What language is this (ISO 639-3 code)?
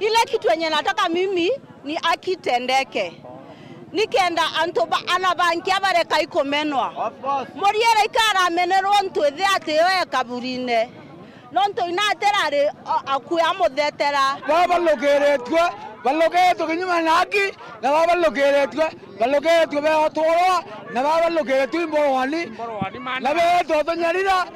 mer